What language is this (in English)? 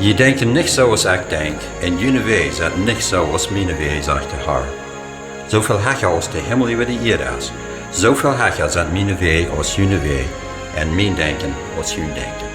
Plautdietsch